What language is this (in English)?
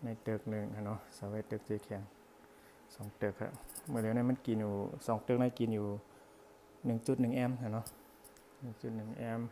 Shan